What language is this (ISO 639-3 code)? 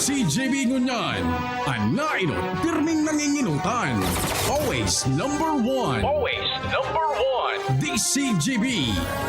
bik